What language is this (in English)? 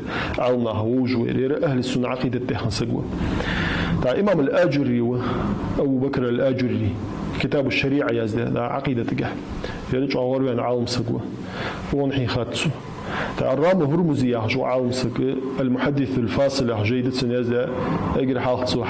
Ingush